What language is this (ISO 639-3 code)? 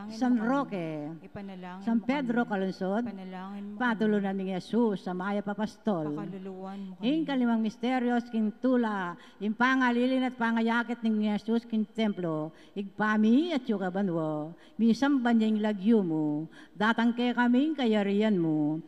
pam